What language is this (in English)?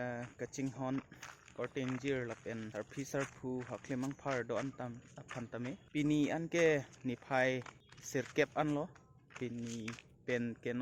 Karbi